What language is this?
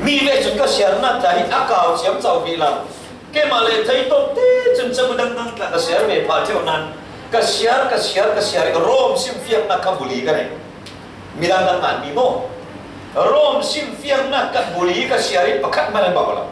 Falam Chin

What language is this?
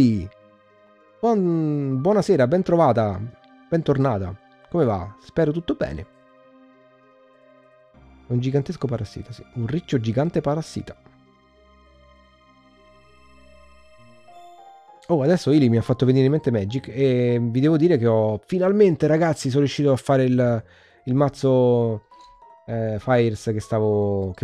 Italian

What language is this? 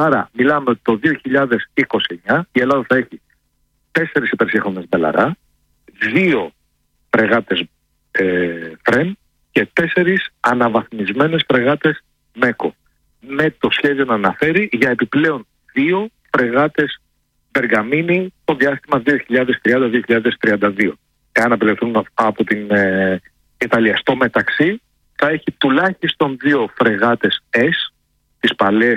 Greek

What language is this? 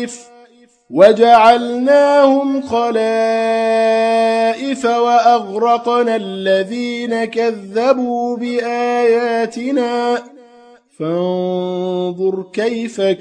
Arabic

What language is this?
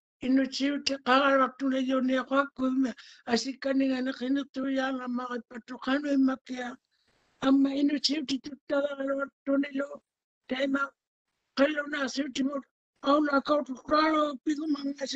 Māori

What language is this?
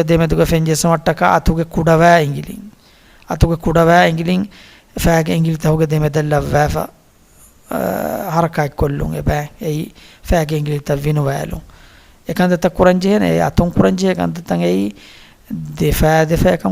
Divehi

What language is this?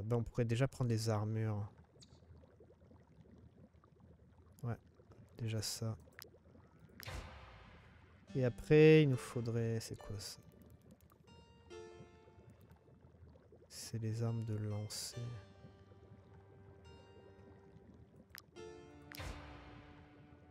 French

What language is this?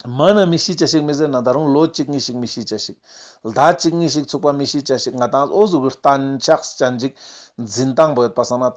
Ladakhi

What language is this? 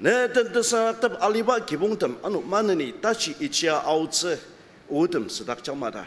Ao Naga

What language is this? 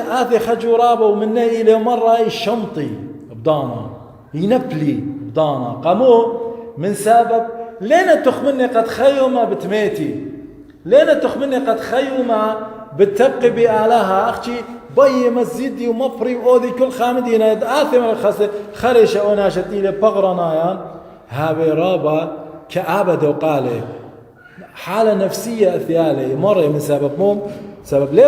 Assyrian Neo-Aramaic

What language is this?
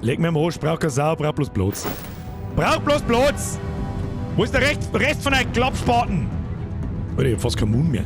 Bavarian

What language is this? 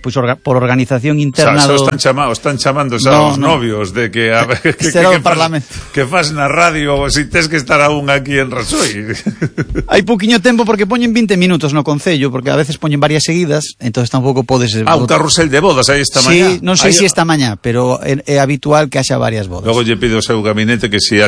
Galician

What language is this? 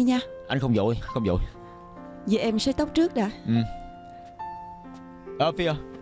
Vietnamese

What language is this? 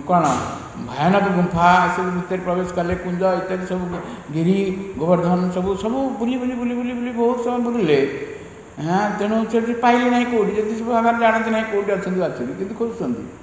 Odia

